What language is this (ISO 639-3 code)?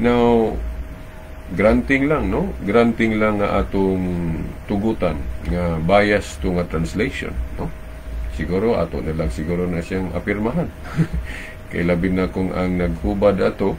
ceb